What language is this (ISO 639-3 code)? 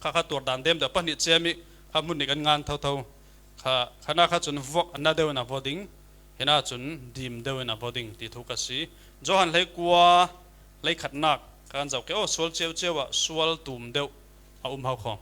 cfm